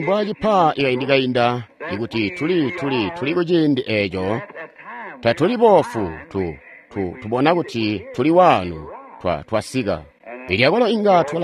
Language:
Tonga (Zambia)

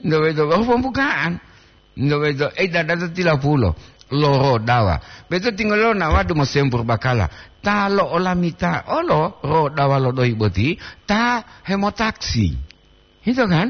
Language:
Gorontalo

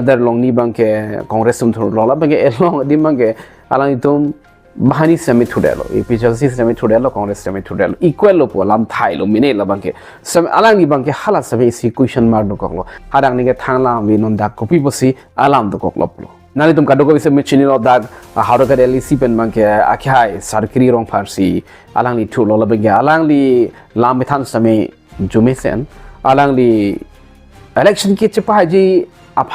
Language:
Karbi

